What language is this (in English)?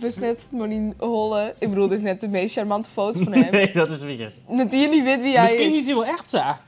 Western Frisian